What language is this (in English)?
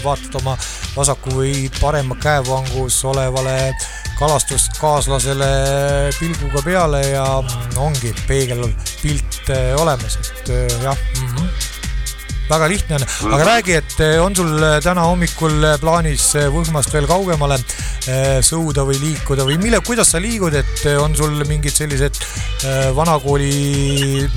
Estonian